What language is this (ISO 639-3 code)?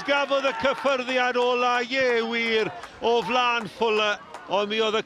cym